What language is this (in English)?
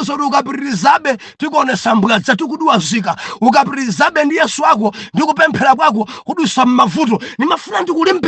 Nyanja